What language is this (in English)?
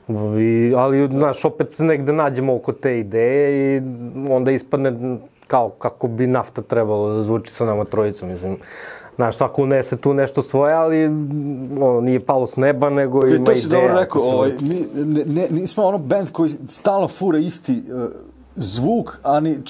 Serbian